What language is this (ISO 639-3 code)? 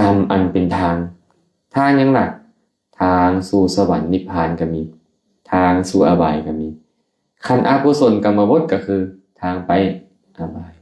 lao